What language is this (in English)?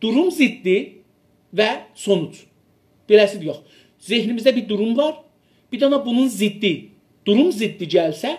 South Azerbaijani